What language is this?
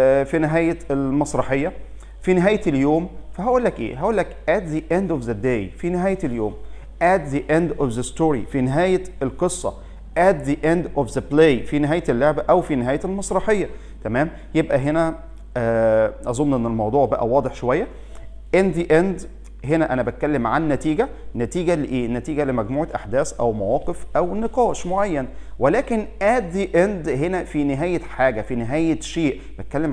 Egyptian Arabic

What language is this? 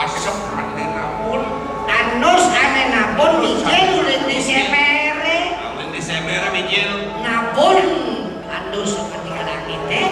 Balinese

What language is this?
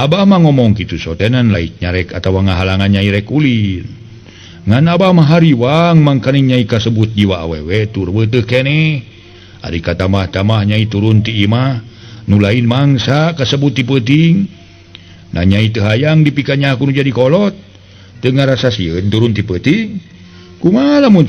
Sundanese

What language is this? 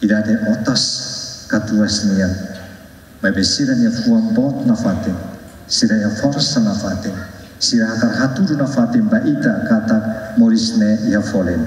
Tetum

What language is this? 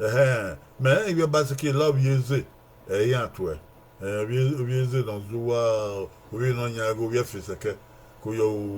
Bini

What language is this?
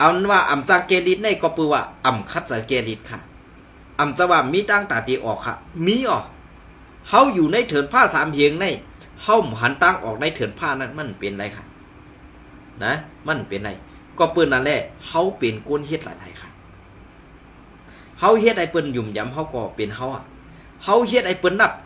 Shan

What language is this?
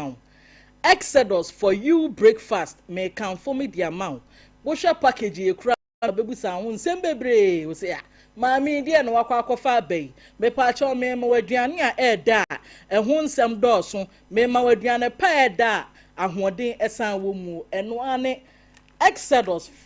Akan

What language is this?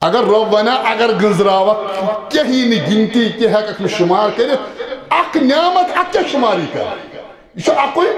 Kashmiri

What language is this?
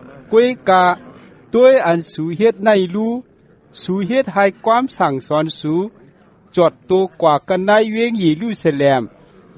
Shan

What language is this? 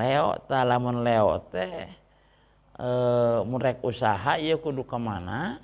Sundanese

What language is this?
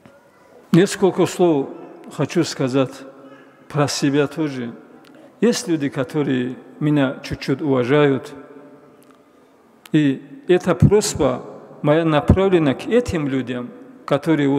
Russian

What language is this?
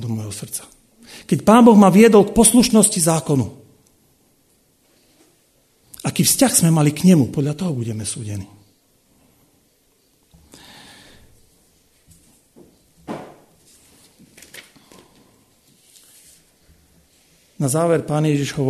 Slovak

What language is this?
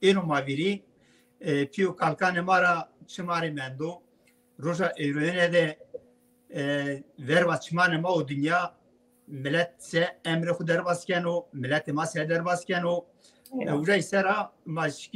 Zaza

